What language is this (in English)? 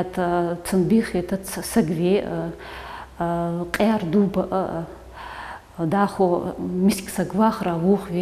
Ingush